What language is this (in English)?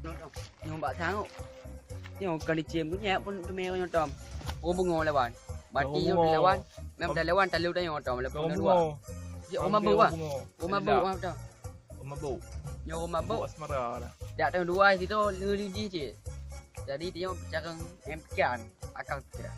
Achinese